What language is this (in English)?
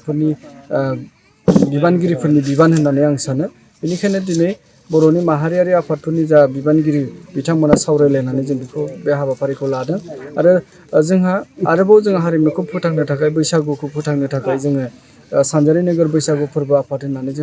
Bodo